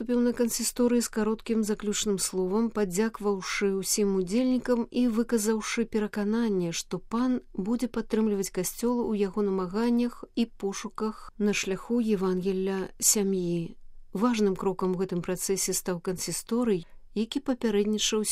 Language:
Belarusian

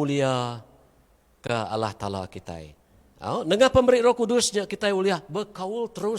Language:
Iban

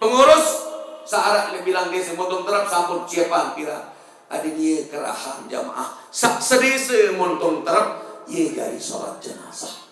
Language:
Sasak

